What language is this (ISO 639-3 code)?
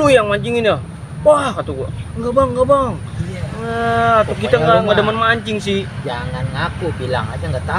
bew